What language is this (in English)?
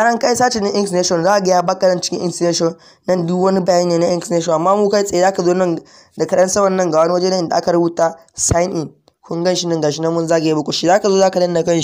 Hausa